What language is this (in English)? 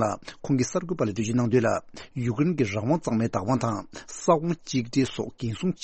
Tibetan